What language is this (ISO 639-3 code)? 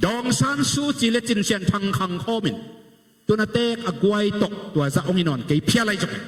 ctd